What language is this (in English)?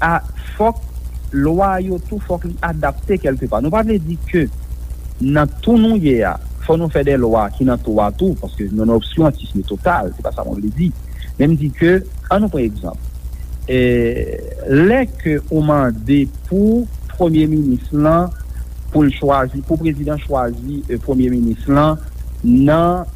Haitian Creole